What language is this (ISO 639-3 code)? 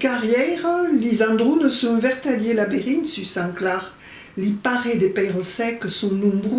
oci